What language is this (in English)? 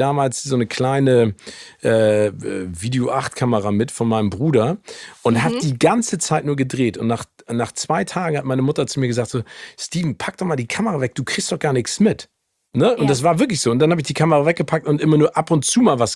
German